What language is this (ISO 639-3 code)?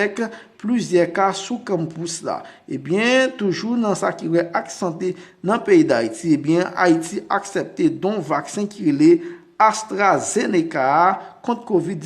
hat